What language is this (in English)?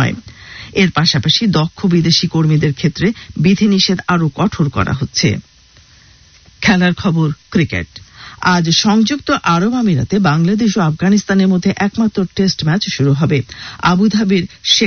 Bangla